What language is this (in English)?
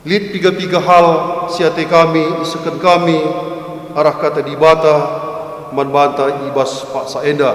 Batak Karo